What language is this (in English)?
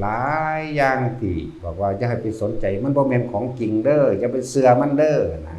Lao